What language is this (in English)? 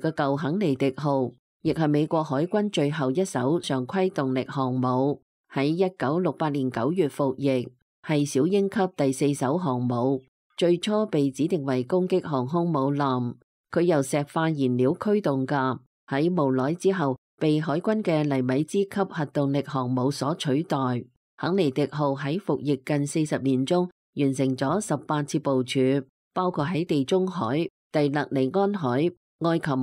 Cantonese